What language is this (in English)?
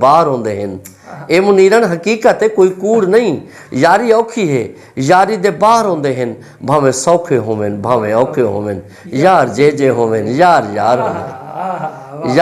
Saraiki